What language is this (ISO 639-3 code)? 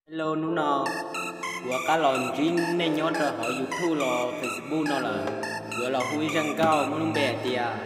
hmn